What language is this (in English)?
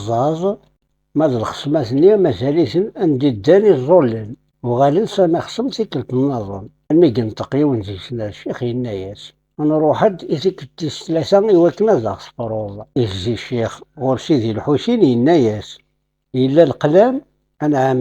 Kabyle